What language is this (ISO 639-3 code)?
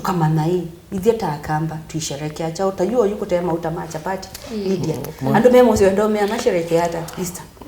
kam